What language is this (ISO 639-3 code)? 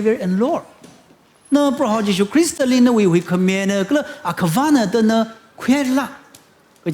nmf